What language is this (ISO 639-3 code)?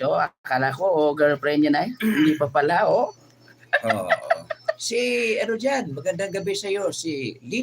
hil